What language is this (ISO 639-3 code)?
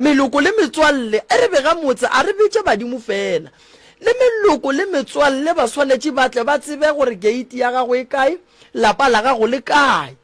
nso